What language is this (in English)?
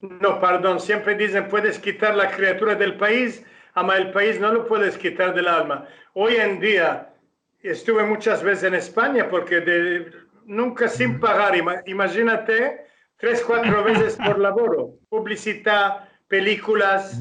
Ladino